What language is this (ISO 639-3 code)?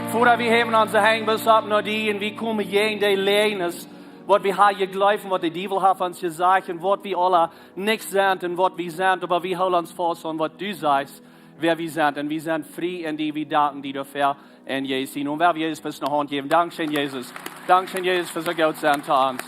pdt